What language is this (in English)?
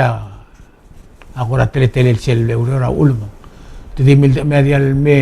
Palauan